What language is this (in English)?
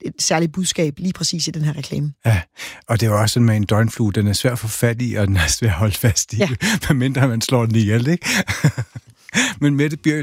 Danish